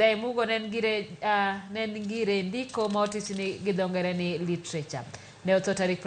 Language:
Luo (Kenya and Tanzania)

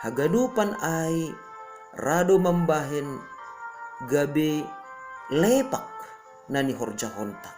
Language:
Batak Simalungun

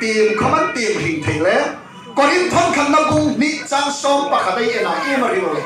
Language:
Hmar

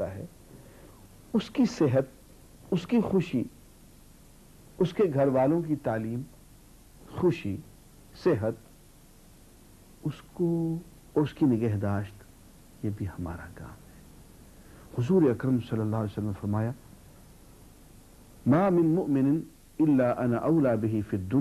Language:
Urdu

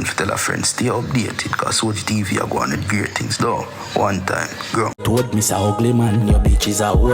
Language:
Jamaican Creole English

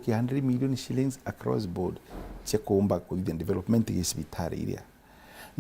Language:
Meru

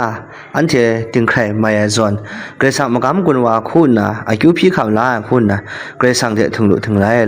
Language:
Kachin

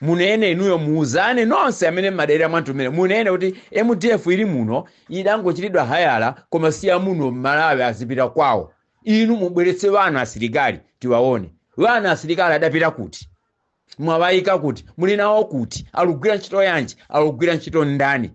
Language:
Nyanja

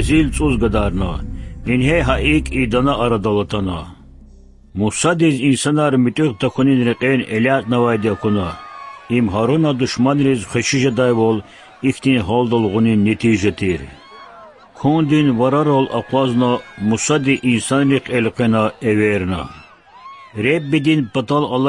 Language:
Lezghian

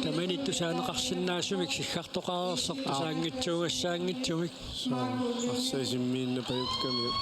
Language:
Kalaallisut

